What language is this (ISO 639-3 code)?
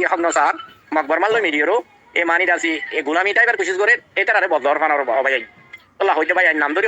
rhg